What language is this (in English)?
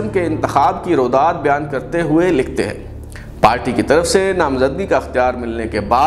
Urdu